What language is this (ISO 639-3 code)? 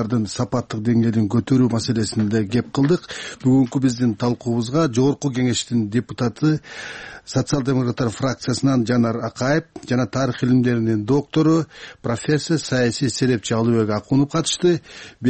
kir